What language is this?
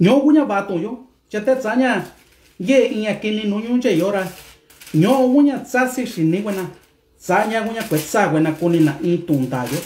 Mixtepec Mixtec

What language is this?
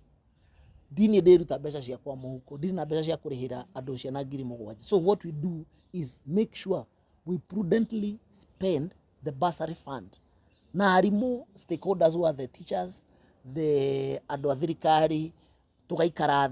Kikuyu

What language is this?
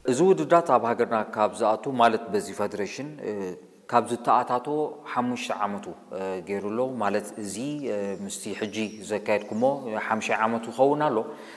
Tigrinya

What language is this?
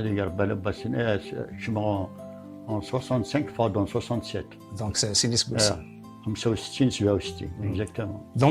Kabyle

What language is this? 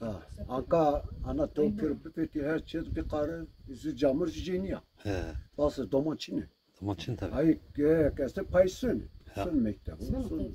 Zaza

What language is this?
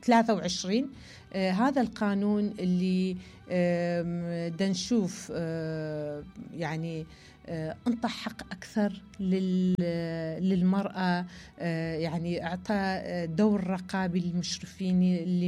Mesopotamian Arabic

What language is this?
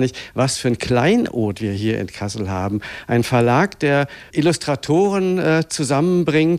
German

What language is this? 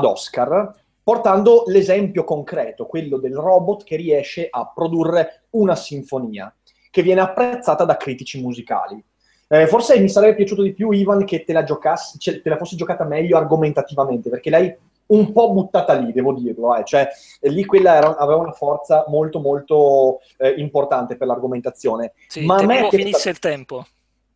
Italian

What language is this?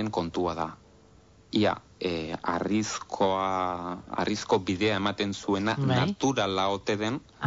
Basque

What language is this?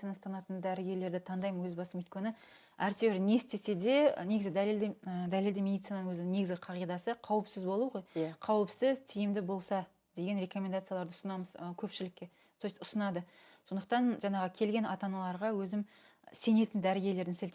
Kazakh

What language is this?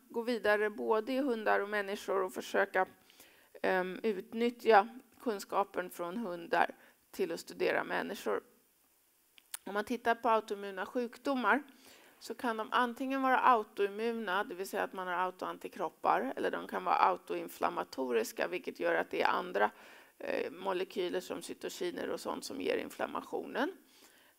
Swedish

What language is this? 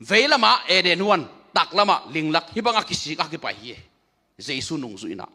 Tedim Chin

